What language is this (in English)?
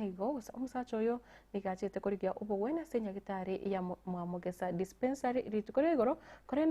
Gusii